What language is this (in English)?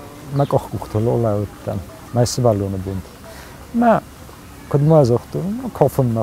Ossetic